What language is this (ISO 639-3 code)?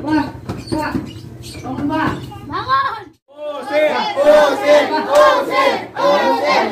bew